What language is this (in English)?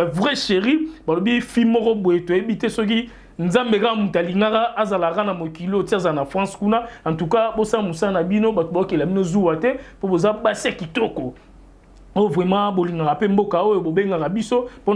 Lingala